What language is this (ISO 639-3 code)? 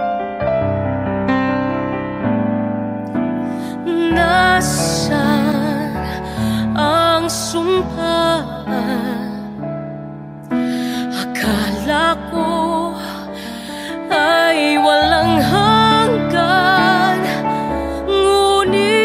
fil